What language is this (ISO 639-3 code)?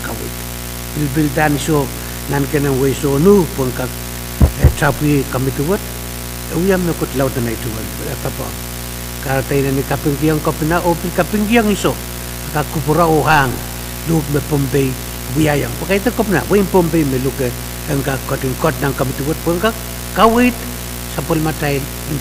pon